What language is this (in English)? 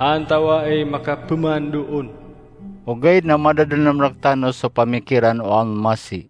Maranao